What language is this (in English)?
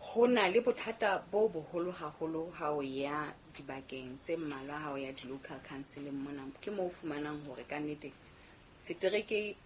Southern Sotho